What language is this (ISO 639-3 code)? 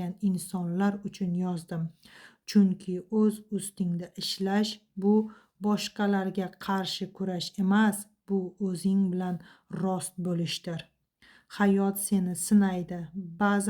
uzb